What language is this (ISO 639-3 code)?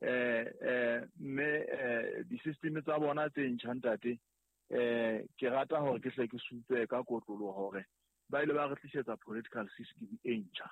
sot